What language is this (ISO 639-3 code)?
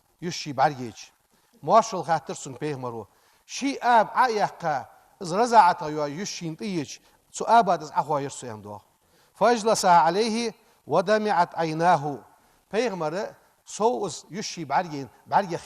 inh